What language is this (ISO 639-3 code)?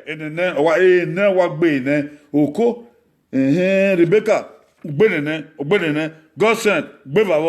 bin